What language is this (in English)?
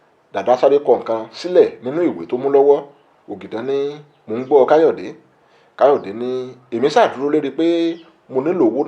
Yoruba